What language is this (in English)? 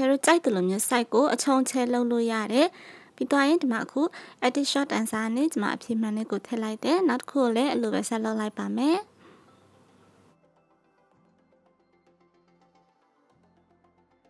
Burmese